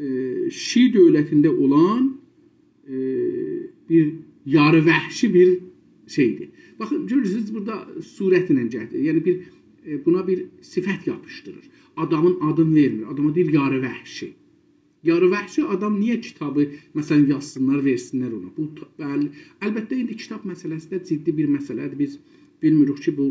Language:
South Azerbaijani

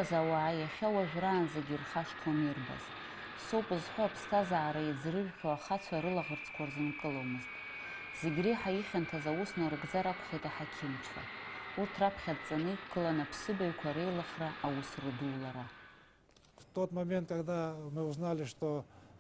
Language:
Abkhazian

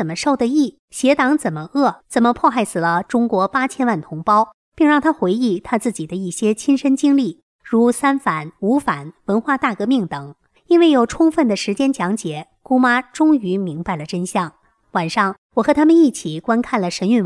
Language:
Chinese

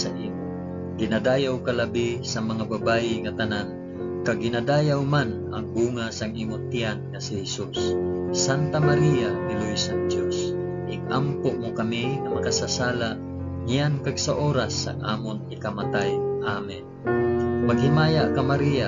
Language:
Hiligaynon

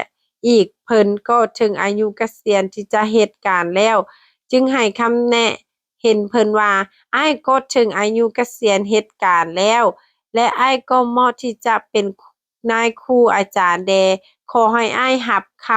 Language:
Lao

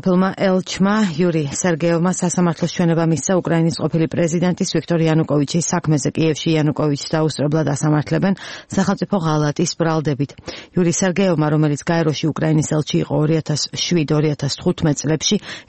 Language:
Georgian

